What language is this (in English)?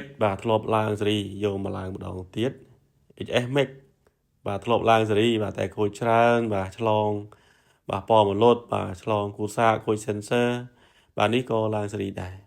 Khmer